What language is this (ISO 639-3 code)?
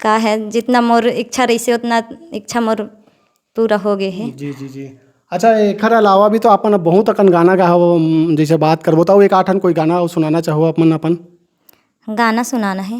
hne